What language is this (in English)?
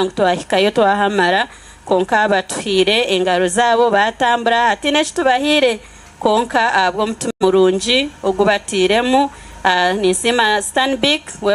Nyankole